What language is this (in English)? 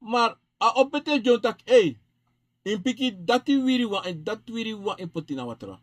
Sranan Tongo